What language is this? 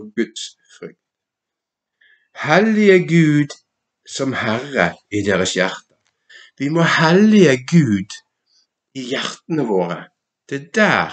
Norwegian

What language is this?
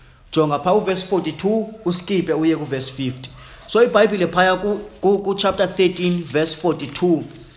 Xhosa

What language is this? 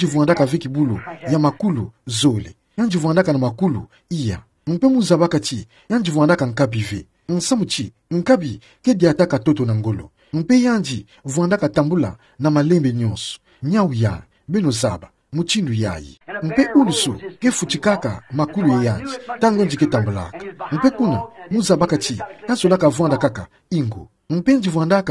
Kituba (Democratic Republic of Congo)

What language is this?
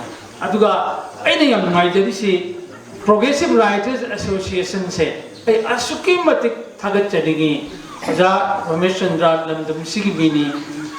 Manipuri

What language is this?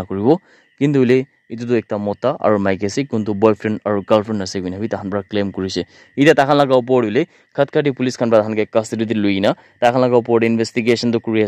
Naga Pidgin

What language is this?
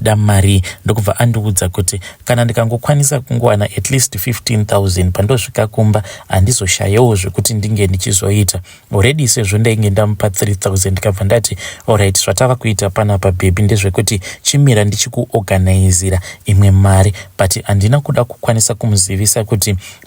Shona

